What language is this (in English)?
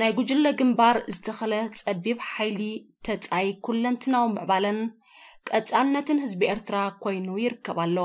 Tigrinya